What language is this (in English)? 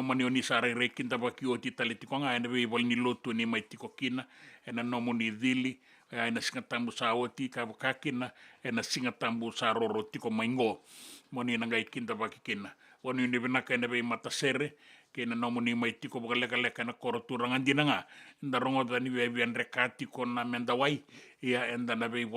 Fijian